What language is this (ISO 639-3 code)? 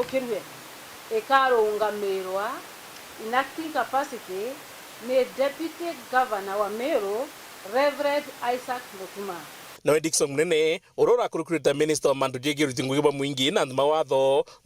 mer